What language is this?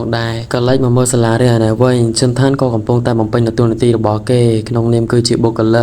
Khmer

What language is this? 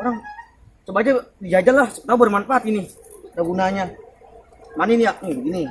Betawi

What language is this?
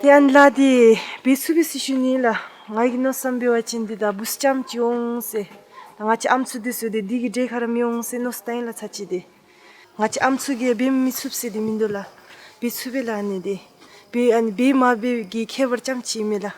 Dzongkha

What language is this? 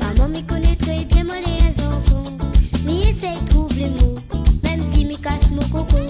Morisyen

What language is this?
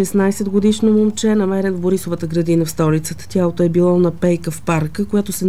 Bulgarian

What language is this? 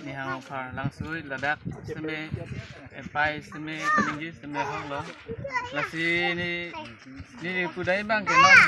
Karbi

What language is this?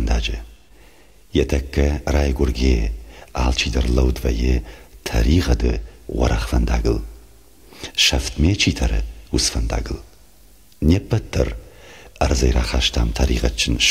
Ossetic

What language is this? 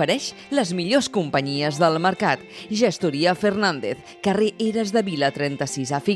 Catalan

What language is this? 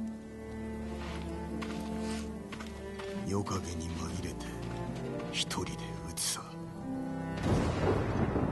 Japanese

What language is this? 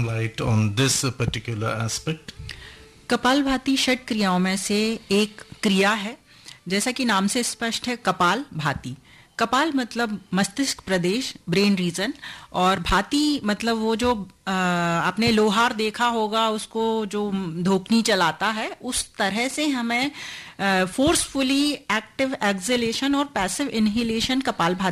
Hindi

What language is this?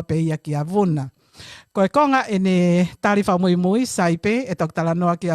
Tongan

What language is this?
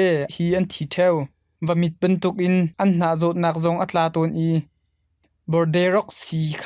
Hakha Chin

